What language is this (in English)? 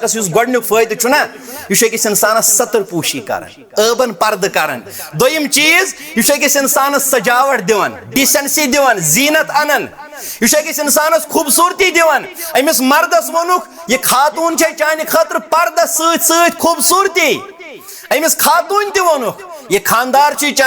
Kashmiri